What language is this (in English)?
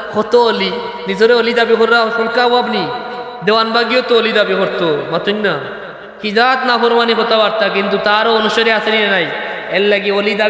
Sylheti